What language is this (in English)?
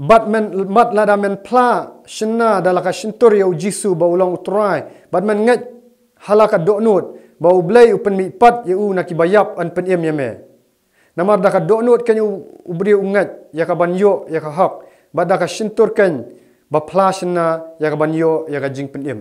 Khasi